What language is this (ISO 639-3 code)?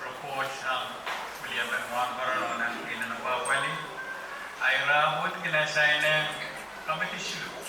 pon